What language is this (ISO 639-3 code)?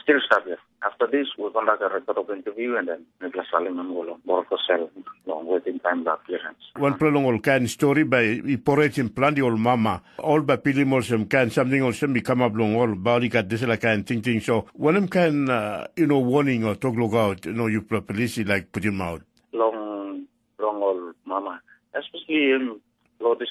tpi